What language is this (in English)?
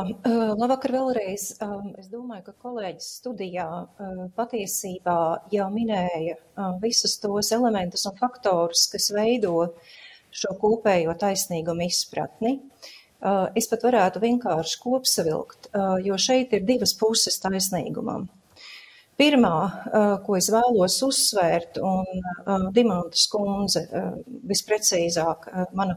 Latvian